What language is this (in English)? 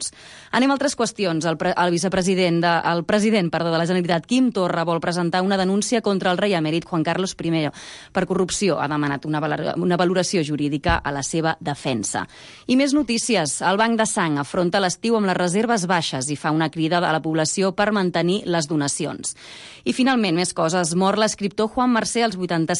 Catalan